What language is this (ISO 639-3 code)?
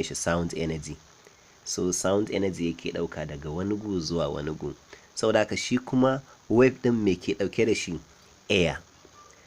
hau